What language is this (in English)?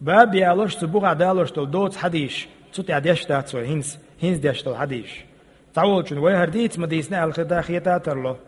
Chechen